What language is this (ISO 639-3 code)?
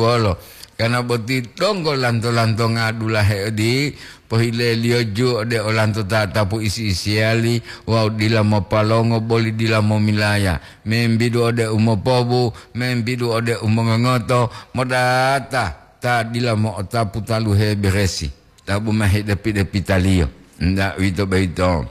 gor